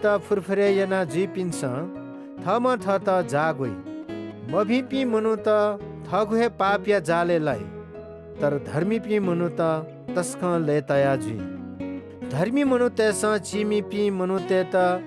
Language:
Newari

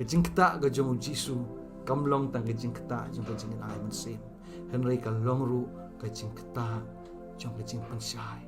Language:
Khasi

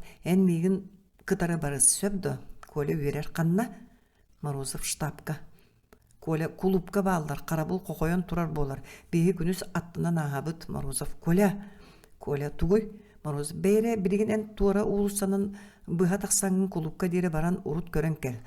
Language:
Yakut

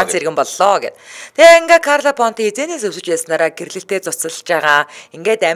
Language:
Mongolian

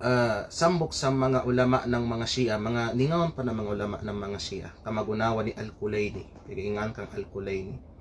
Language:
Kalagan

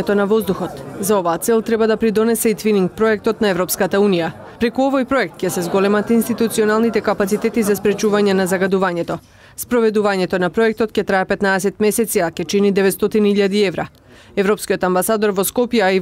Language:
Macedonian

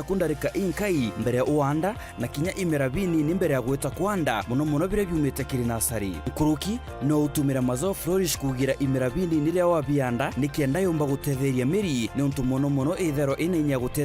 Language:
Meru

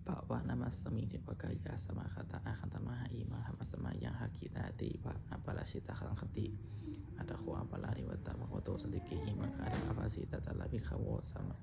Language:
Pali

